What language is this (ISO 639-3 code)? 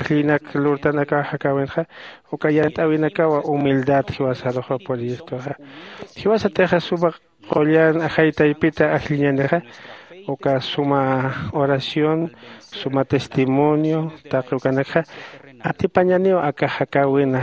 aym